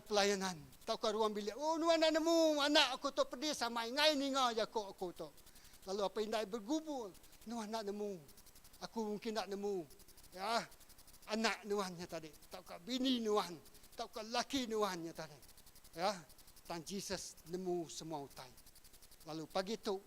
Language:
Iban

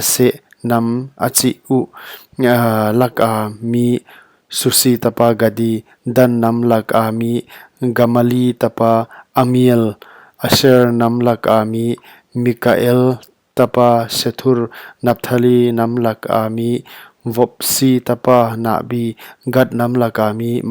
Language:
Paite Chin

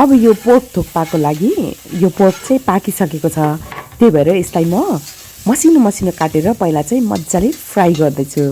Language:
Nepali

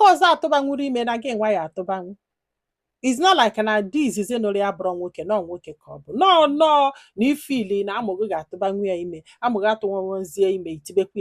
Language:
Igbo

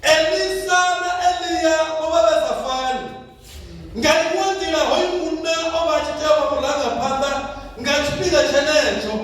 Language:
Venda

